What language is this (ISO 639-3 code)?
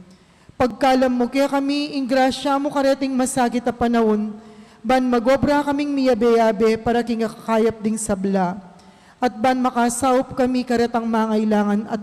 pam